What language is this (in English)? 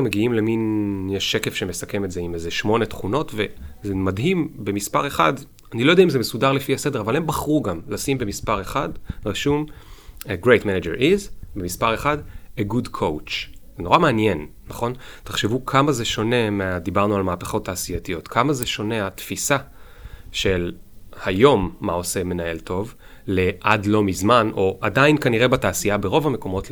Hebrew